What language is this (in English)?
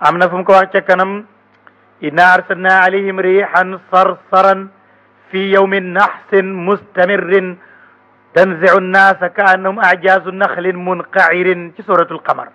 Wolof